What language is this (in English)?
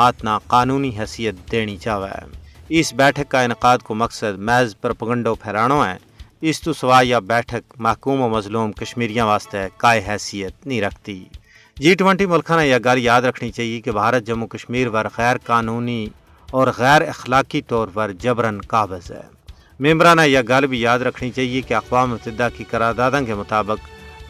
Gujari